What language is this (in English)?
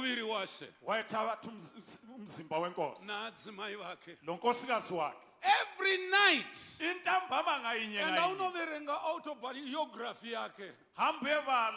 Shona